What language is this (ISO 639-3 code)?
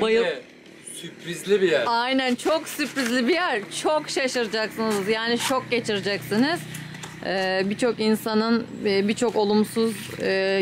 tur